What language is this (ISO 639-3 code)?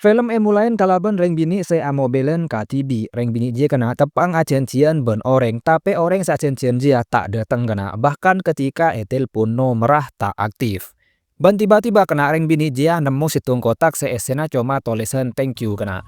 mad